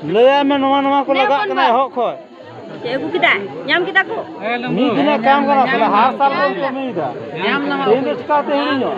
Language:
Santali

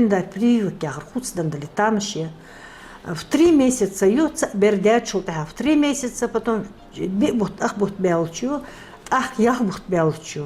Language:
Ingush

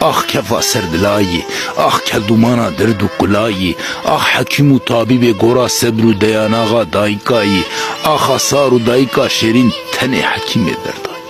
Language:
Kurdish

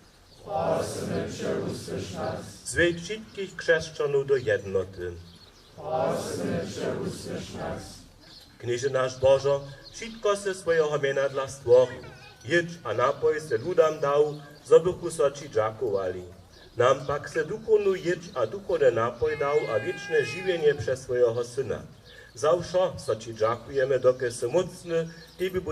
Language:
Upper Sorbian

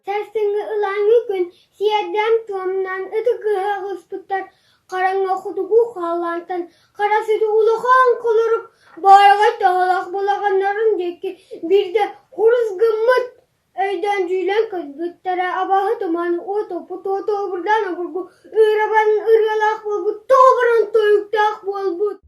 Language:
Yakut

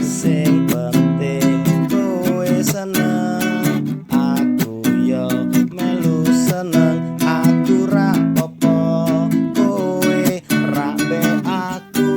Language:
Javanese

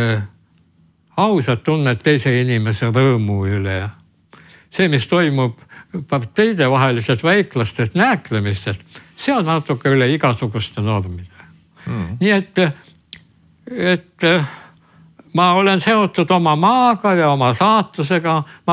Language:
Estonian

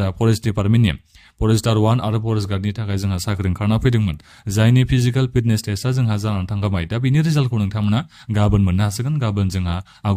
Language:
Bodo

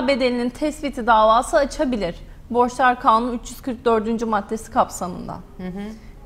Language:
Turkish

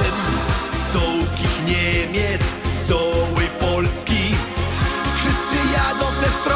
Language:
Silesian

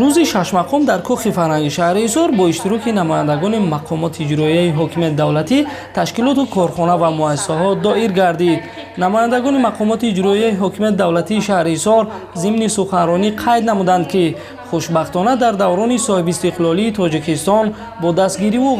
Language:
Tajik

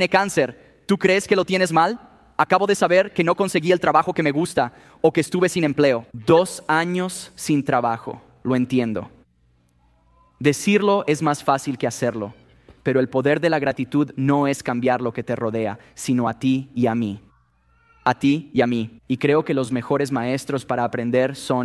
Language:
Spanish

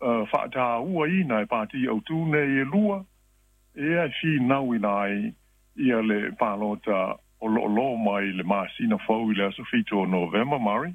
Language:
Samoan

